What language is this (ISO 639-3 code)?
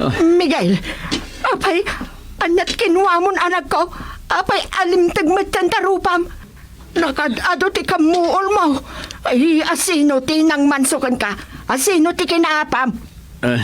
ilo